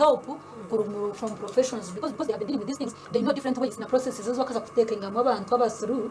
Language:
Nyankole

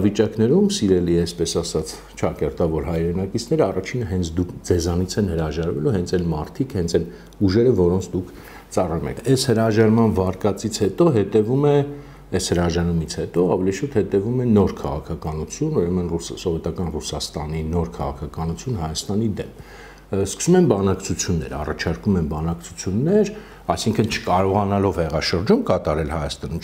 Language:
Armenian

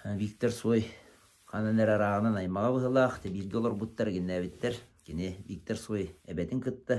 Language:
Yakut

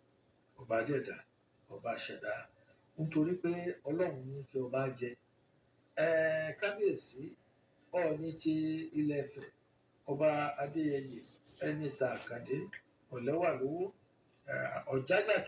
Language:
Yoruba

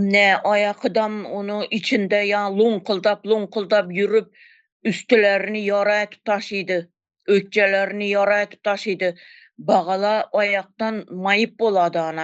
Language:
Turkmen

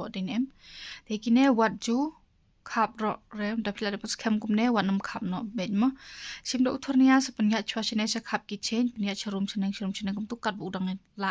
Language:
Khasi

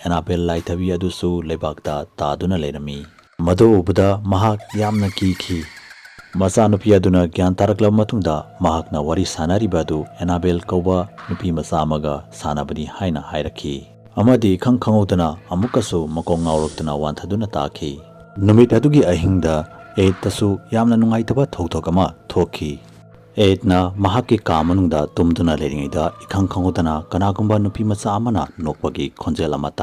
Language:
Manipuri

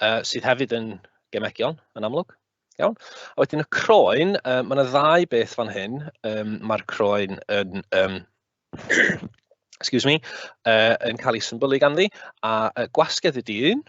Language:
Welsh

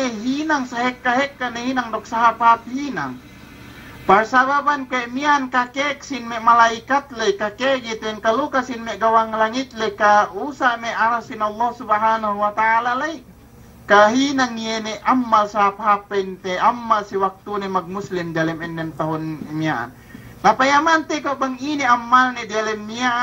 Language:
Yakan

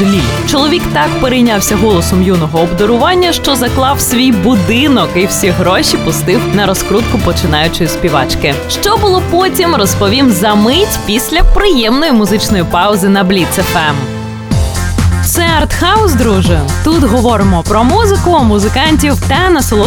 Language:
Ukrainian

